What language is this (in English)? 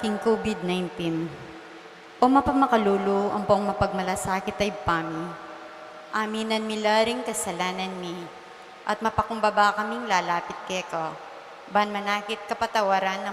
Pampanga